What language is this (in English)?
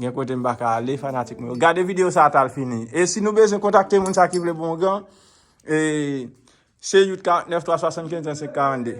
Haitian Creole